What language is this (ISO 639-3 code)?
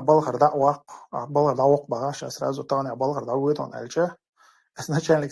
che